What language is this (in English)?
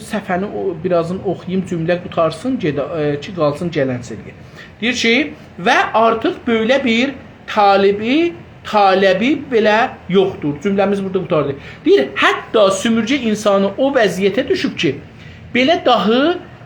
South Azerbaijani